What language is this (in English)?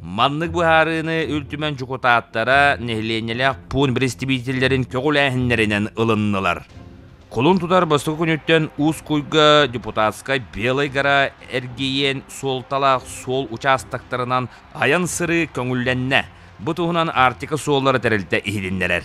Yakut